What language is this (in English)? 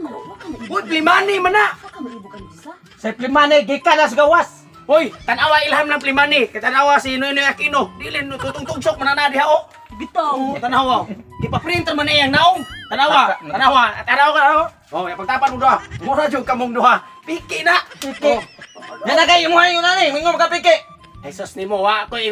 Cebuano